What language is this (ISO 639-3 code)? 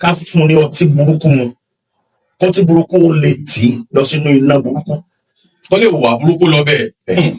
yor